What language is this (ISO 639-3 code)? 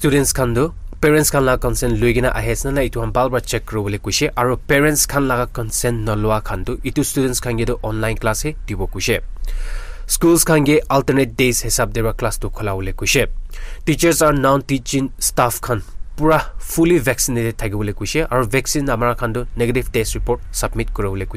nag